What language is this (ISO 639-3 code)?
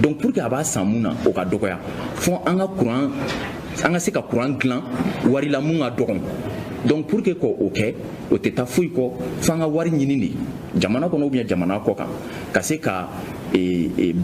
bam